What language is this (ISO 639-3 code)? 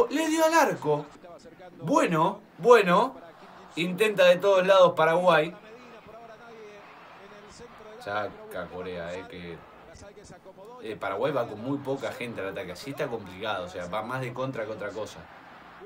spa